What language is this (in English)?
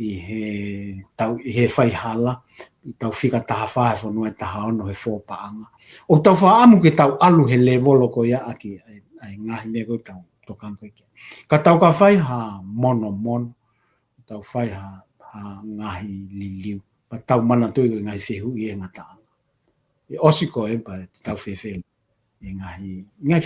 Tongan